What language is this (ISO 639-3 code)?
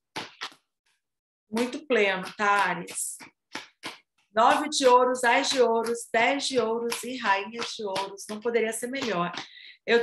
por